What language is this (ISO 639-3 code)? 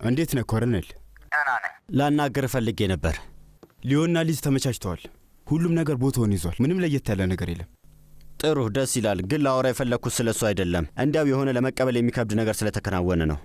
amh